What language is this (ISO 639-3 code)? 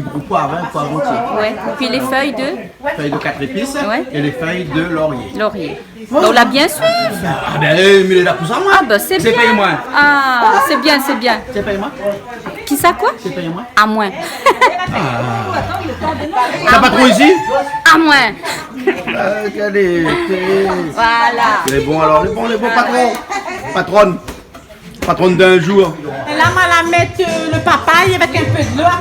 rcf